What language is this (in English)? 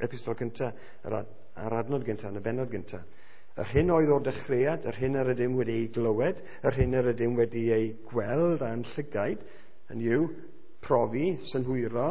Welsh